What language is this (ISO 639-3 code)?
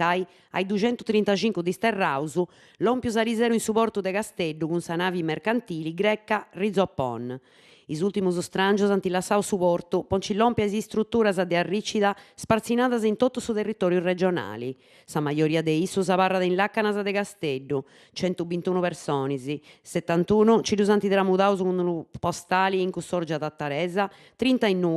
srd